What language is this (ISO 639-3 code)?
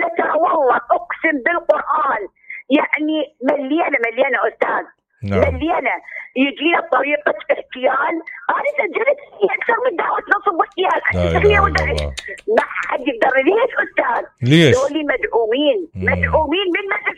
acm